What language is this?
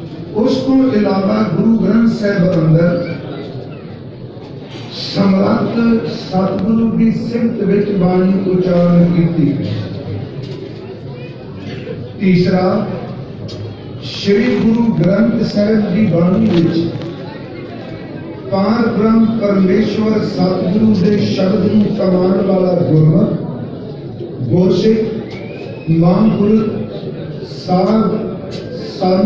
Punjabi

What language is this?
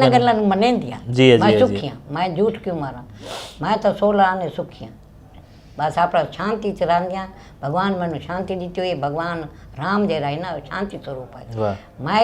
Saraiki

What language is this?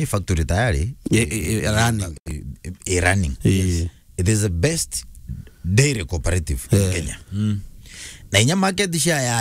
Meru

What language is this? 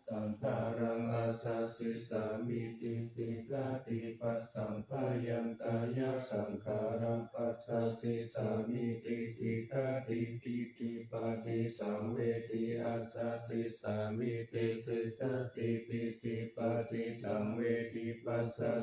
Pali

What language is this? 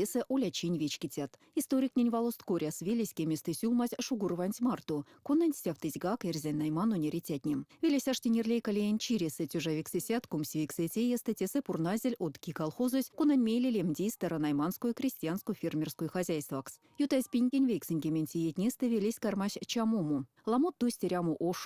Erzya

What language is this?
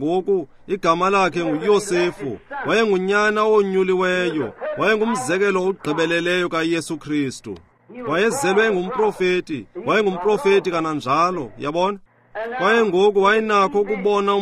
Xhosa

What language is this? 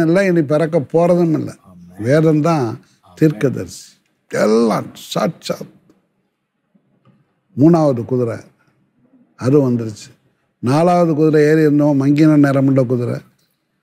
Tamil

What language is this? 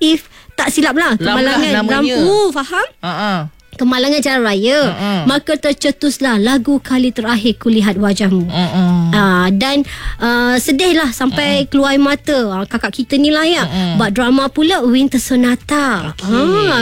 Malay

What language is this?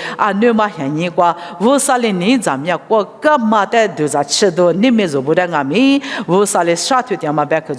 Lisu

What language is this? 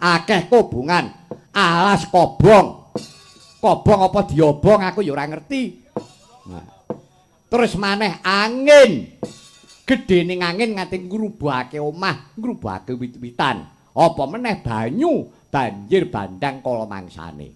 Javanese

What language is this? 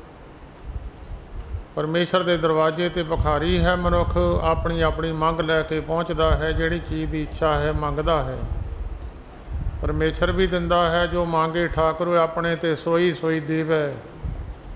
Punjabi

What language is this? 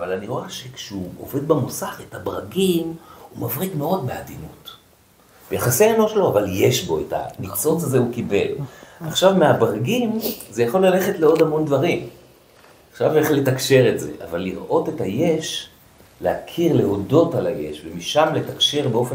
Hebrew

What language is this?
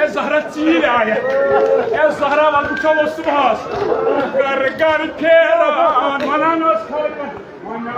Kashmiri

